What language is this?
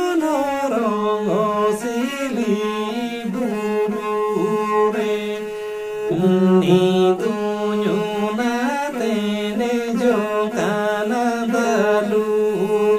Santali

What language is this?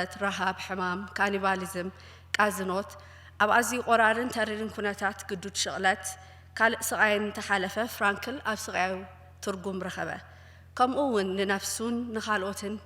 Tigrinya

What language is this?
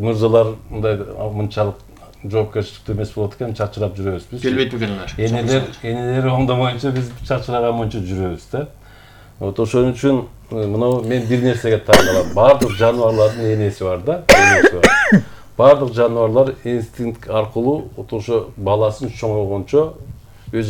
Kyrgyz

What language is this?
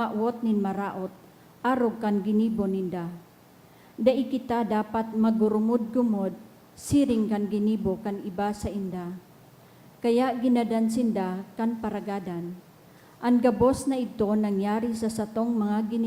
Bikol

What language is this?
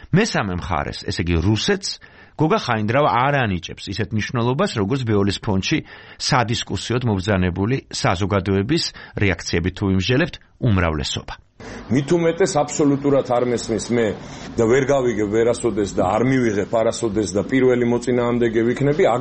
Georgian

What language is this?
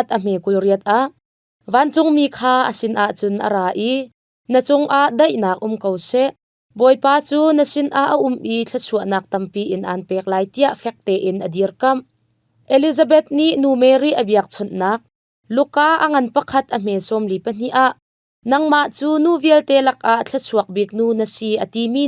Hakha Chin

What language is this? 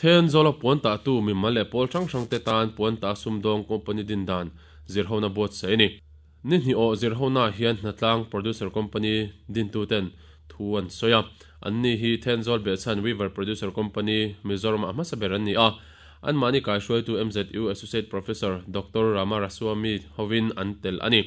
Mizo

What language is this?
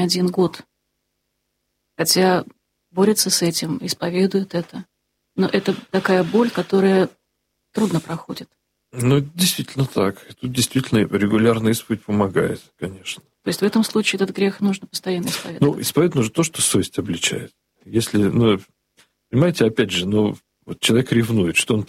Russian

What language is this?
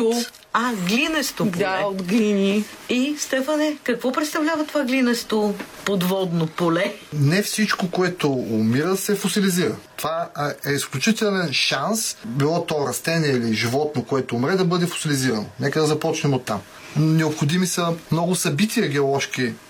Bulgarian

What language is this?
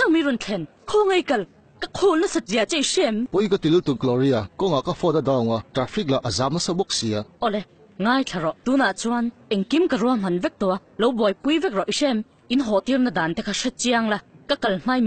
Mizo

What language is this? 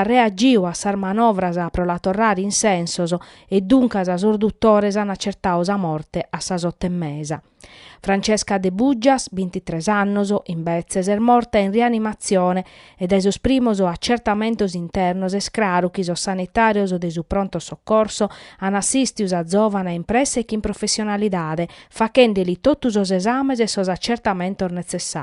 Sardinian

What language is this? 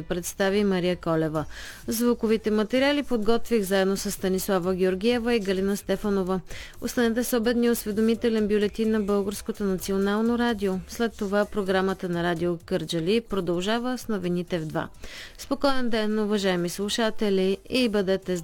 Bulgarian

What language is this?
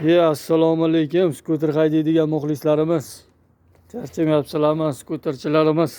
Uzbek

